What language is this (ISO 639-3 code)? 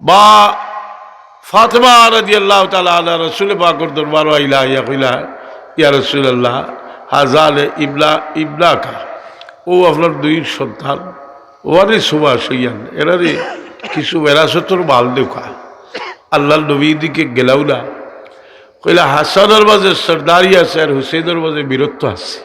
syl